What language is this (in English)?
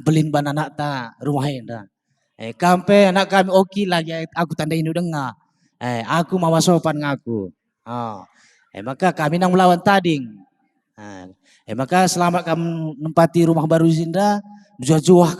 Batak Karo